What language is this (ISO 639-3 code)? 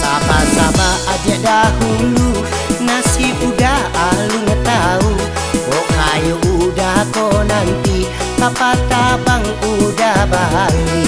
min